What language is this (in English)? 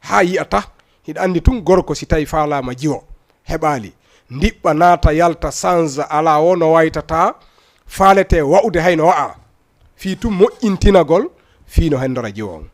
Fula